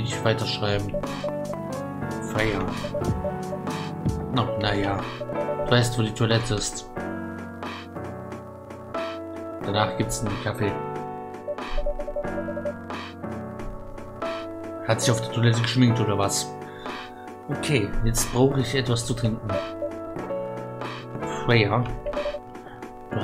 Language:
German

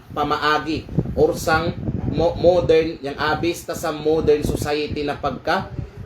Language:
Kalagan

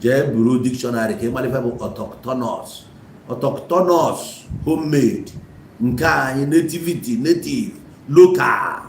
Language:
Igbo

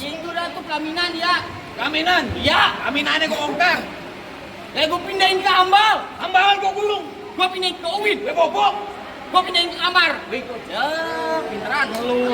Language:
Betawi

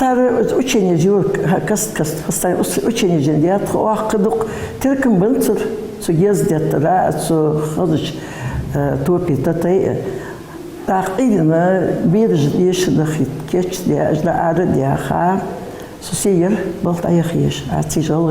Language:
Ingush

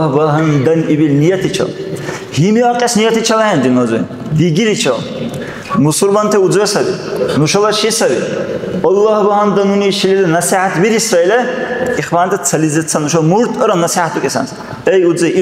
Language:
Dargwa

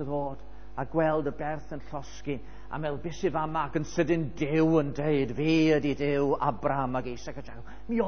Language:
Welsh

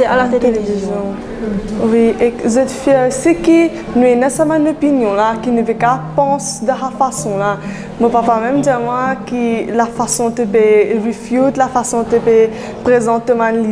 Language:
Morisyen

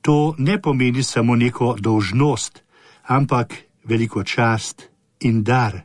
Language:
Slovenian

